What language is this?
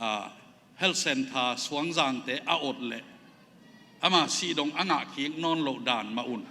Tedim Chin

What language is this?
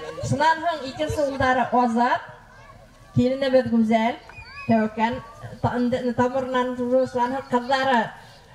Bashkir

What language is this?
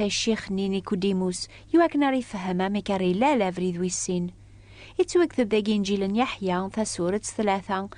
Kabyle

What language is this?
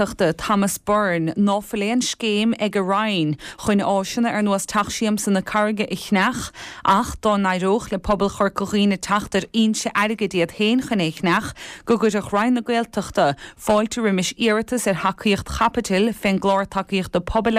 Irish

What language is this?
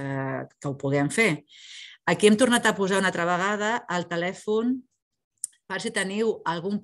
Catalan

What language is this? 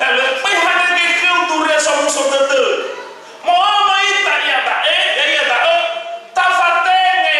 Nias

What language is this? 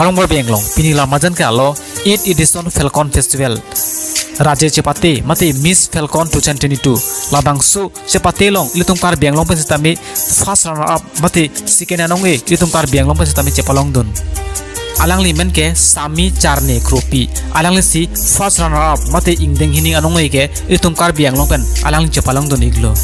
Karbi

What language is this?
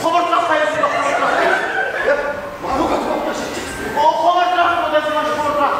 Chuvash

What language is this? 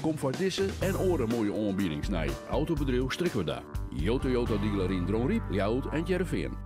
Western Frisian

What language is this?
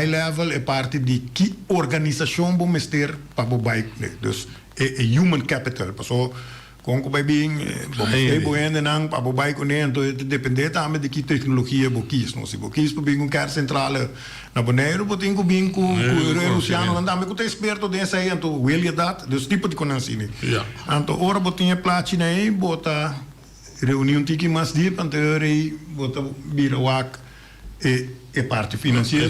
Papiamento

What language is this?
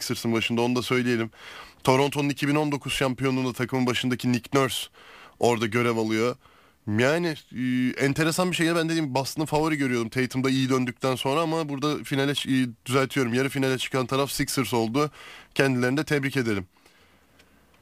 Turkish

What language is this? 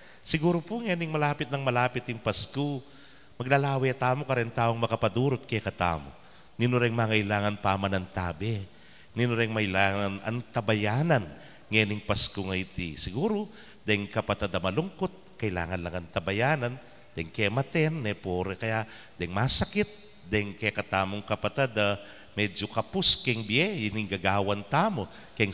Pampanga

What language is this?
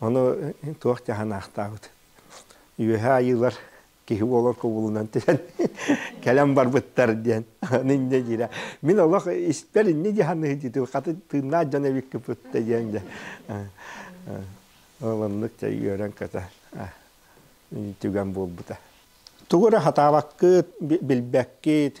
Yakut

